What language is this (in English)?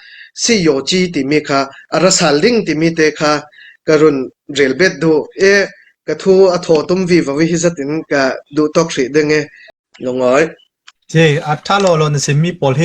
Hakha Chin